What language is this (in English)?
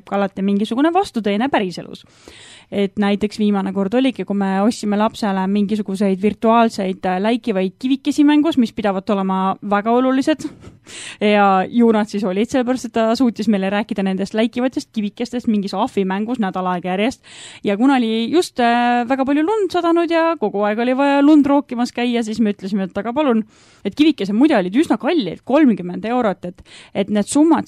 Estonian